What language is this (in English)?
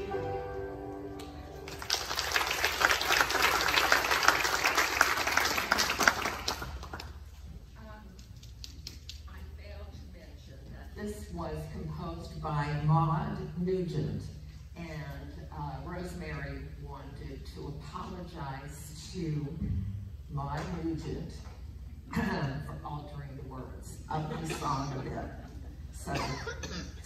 English